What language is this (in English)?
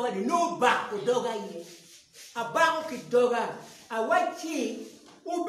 Acoli